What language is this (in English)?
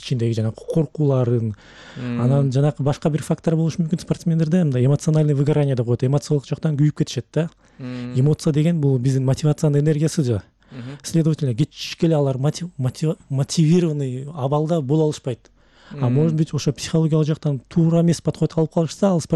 Kyrgyz